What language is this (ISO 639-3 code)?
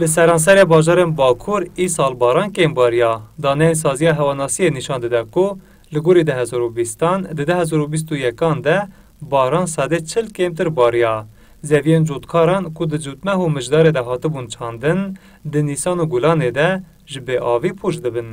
kur